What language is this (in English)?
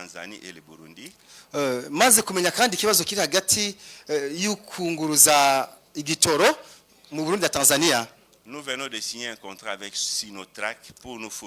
Rundi